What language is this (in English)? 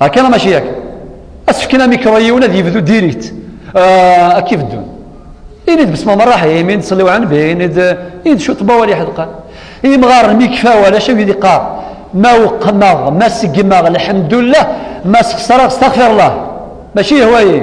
Kabyle